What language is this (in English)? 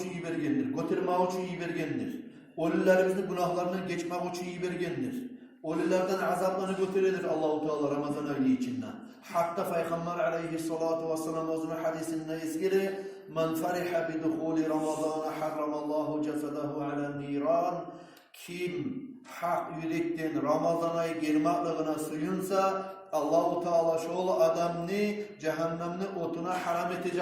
Kumyk